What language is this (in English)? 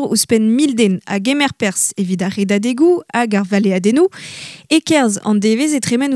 Breton